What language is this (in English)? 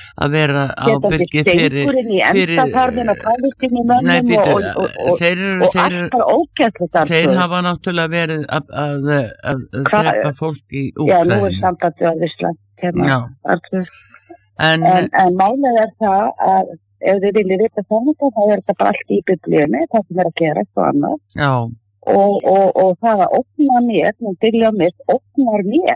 Icelandic